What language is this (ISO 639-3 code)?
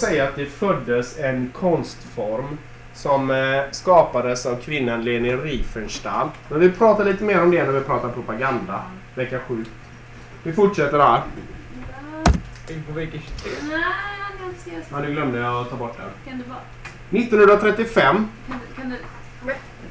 swe